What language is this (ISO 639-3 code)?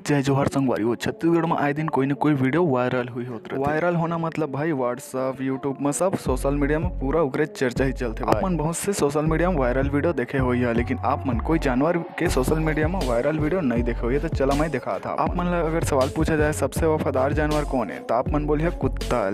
hne